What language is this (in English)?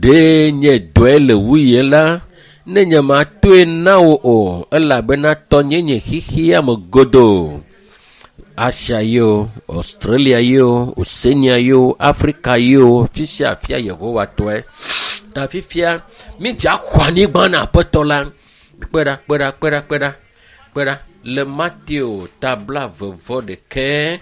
Ewe